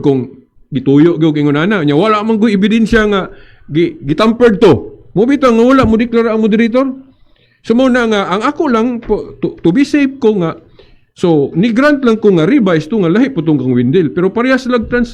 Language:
Cebuano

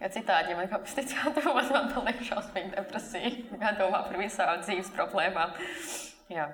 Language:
Latvian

